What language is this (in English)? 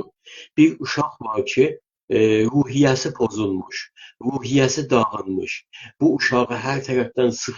South Azerbaijani